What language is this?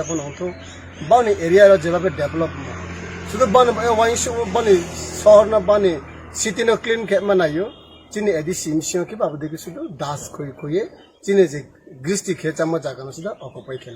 Kok Borok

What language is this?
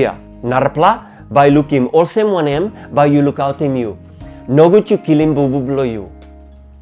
Tok Pisin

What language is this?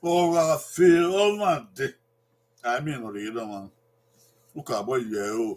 Bini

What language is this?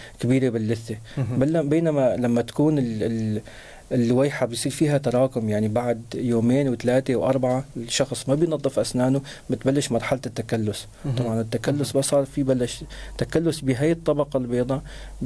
North Levantine Arabic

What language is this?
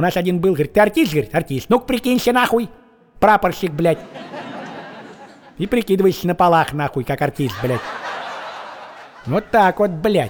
Russian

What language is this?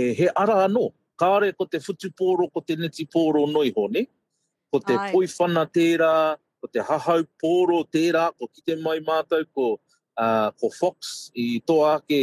Māori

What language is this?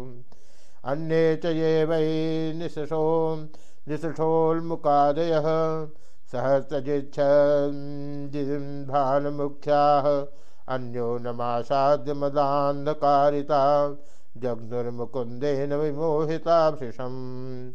Sanskrit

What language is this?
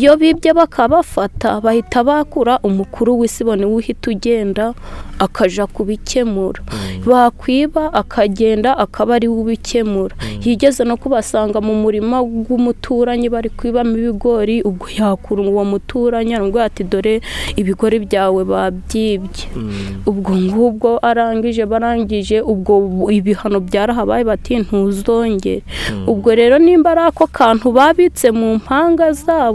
Kinyarwanda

